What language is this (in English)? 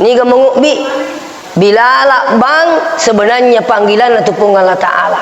Buginese